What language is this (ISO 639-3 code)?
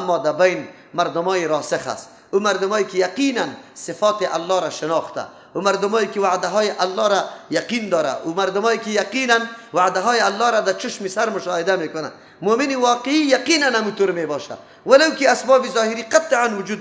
fas